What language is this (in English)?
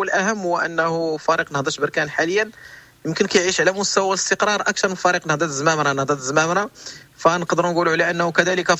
Moroccan Arabic